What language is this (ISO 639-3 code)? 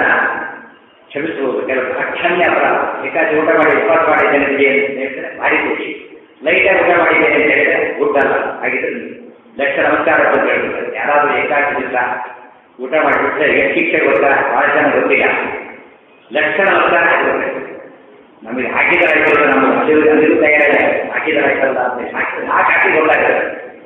kan